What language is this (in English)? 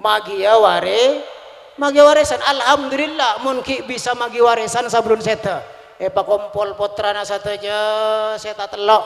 Madurese